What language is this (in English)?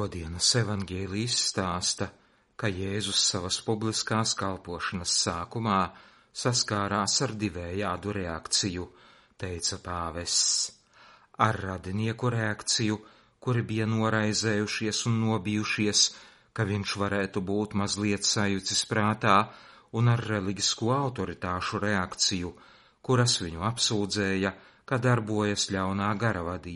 Latvian